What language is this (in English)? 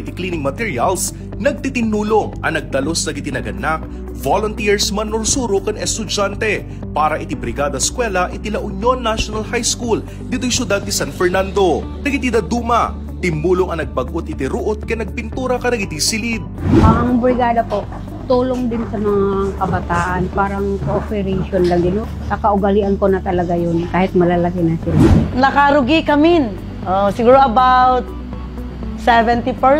Iloko